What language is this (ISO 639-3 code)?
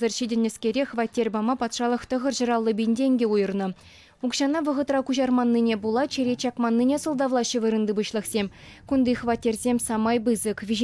chv